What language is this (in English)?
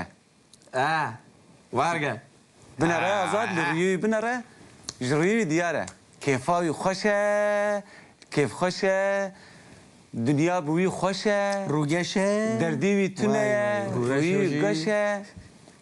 Kurdish